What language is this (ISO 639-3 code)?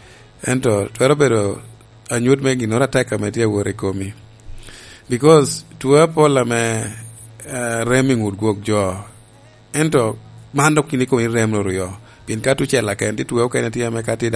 laj